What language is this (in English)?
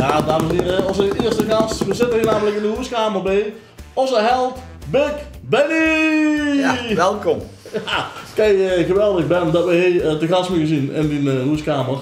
Limburgish